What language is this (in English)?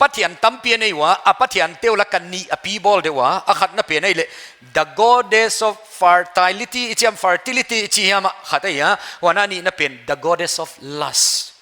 Paite Chin